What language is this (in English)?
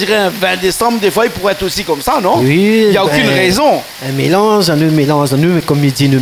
Réunion Creole French